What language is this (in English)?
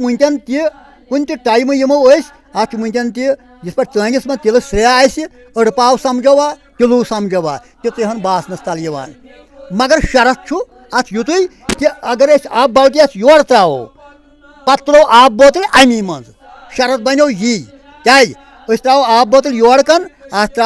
Kashmiri